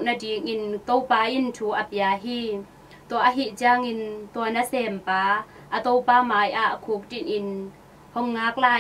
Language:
Tedim Chin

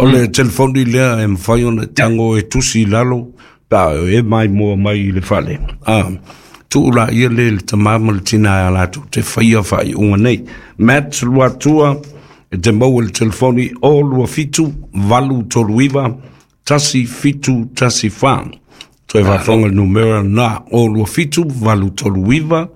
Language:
Samoan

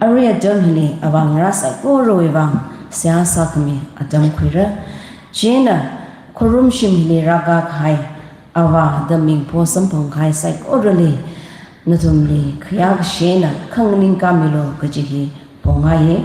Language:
Tangkhul Naga (India)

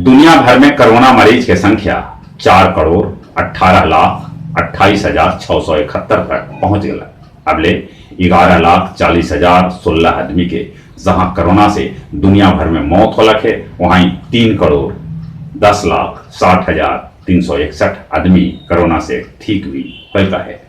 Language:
Magahi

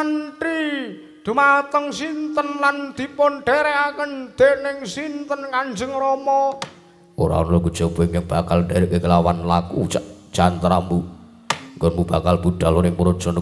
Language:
Javanese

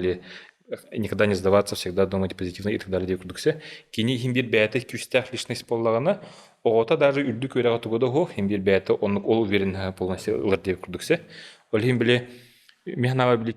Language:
Yakut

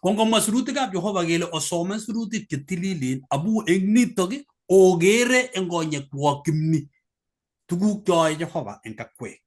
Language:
Kalenjin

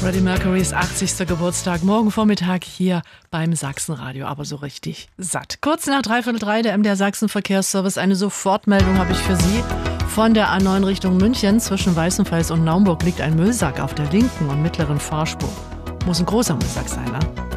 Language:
German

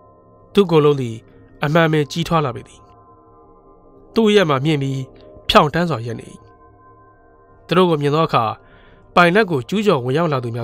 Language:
Burmese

